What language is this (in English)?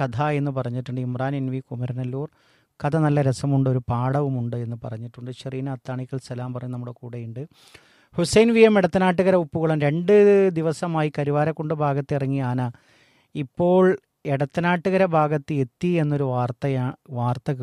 Malayalam